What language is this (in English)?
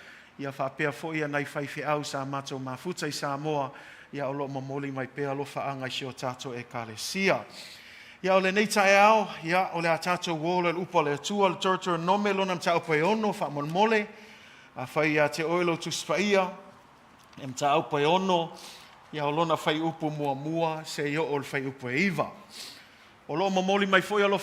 Samoan